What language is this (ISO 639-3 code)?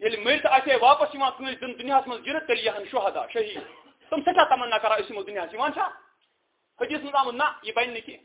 kas